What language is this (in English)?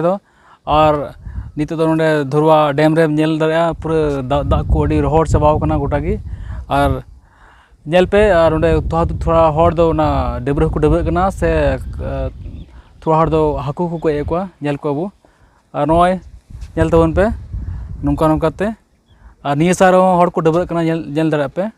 Santali